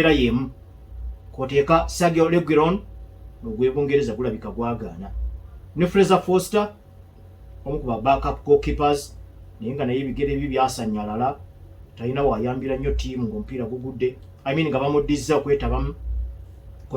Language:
Ganda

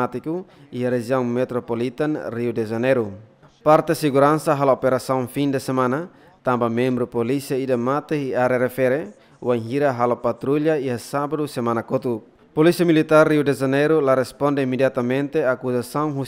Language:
Tetum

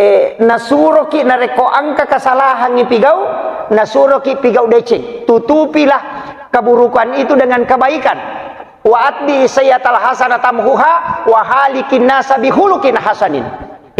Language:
Buginese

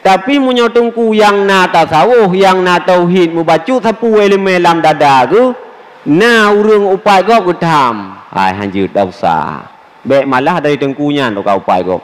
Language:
Achinese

